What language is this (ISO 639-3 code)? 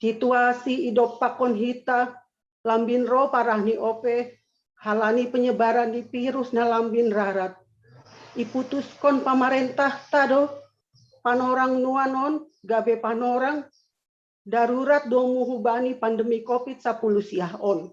bts